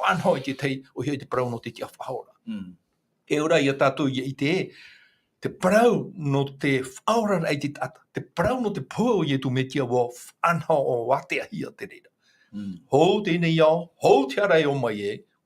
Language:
Tahitian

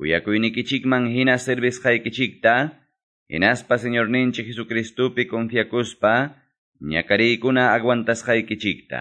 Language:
Quechua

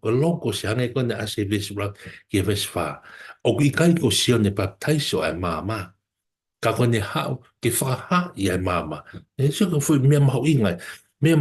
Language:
Tongan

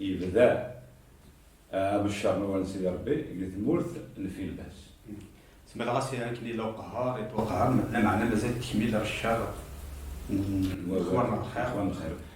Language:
Kabyle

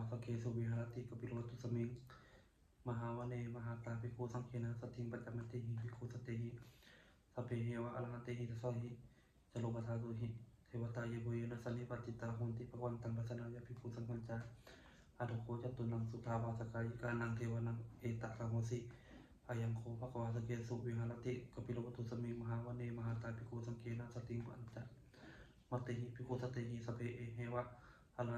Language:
Pali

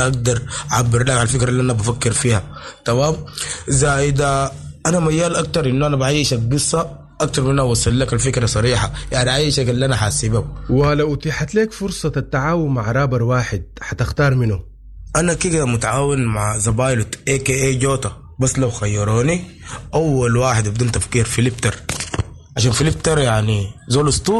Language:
Sudanese Arabic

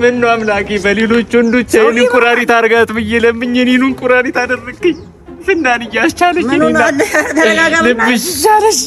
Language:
Amharic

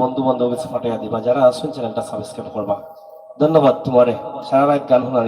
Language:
Sylheti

